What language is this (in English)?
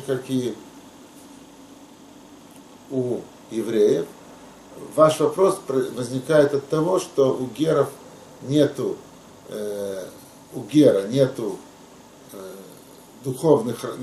Russian